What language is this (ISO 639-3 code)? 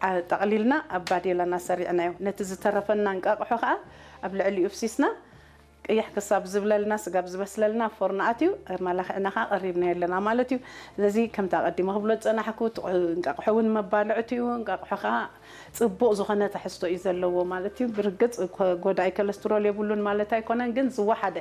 tir